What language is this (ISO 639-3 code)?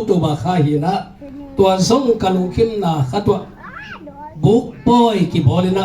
ctd